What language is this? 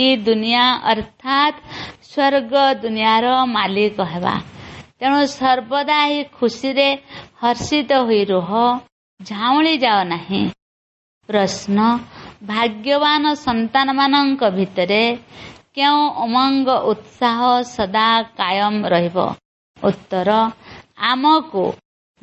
Odia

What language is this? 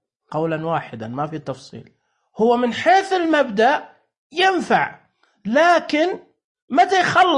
Najdi Arabic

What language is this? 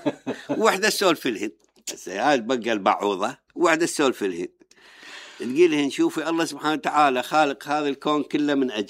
Mesopotamian Arabic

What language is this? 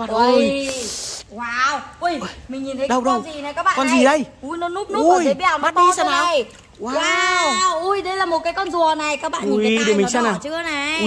Vietnamese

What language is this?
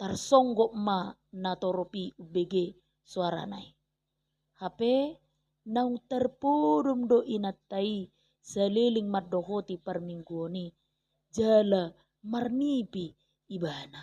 Batak Toba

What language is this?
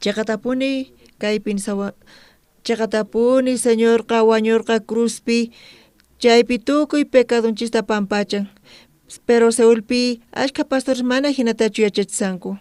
South Bolivian Quechua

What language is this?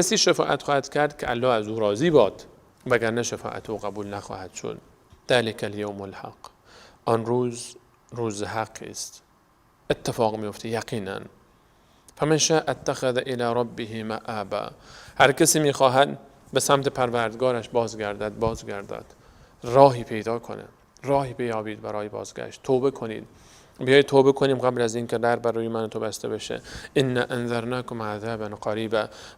Persian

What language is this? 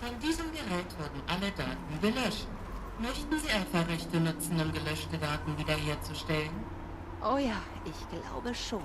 Swiss German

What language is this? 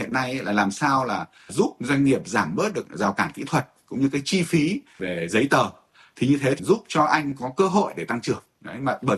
Vietnamese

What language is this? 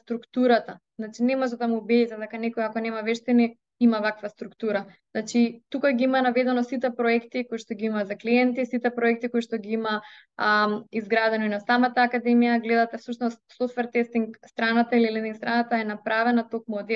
Macedonian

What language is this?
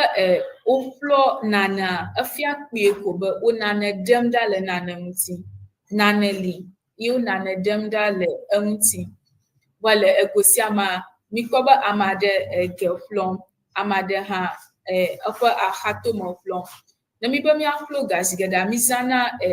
Ewe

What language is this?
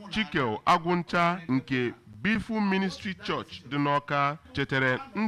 Igbo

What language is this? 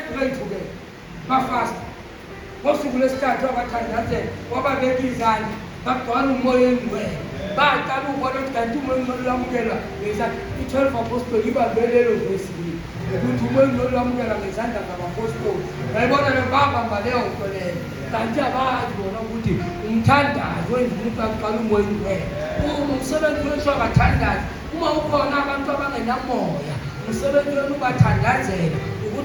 Zulu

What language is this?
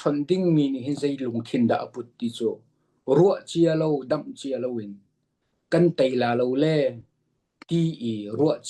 Hakha Chin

